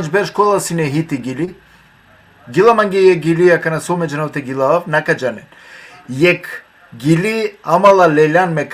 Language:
Balkan Romani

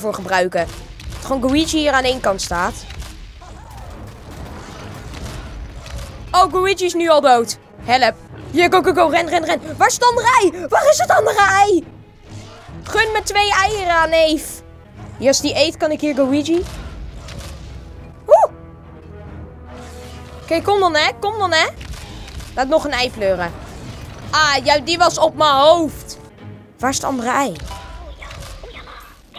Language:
Dutch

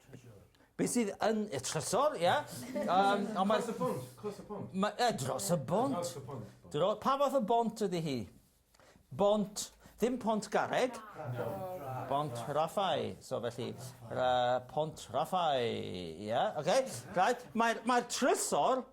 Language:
Welsh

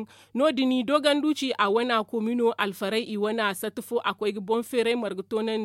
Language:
Zarma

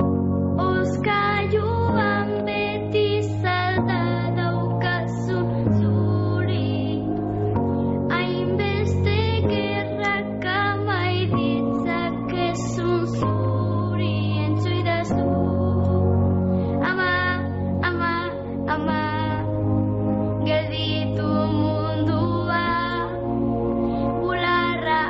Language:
Basque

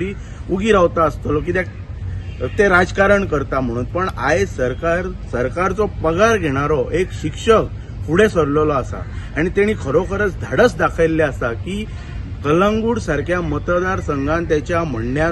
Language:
Konkani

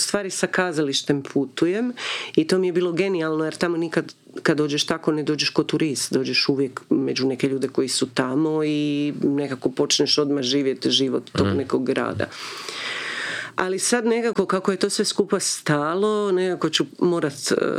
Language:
Croatian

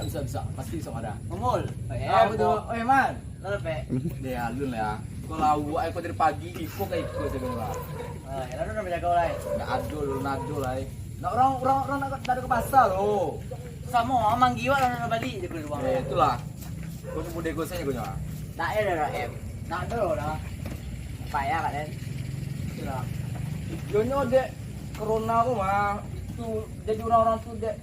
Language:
Minangkabau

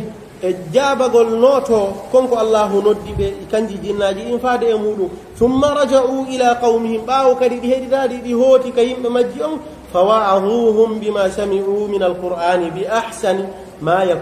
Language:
Pular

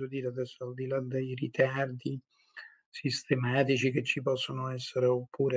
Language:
Italian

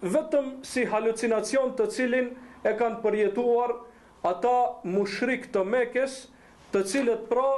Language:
Albanian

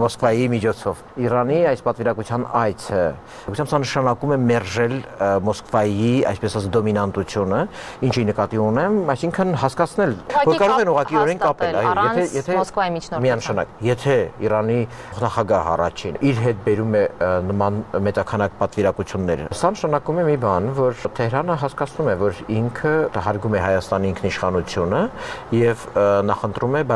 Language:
Armenian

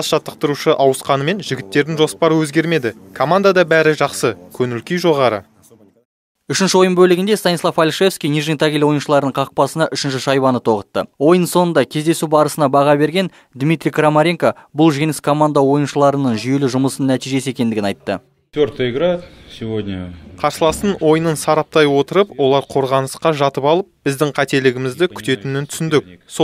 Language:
Kazakh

